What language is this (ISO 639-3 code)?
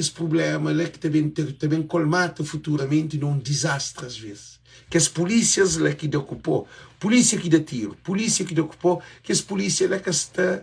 kea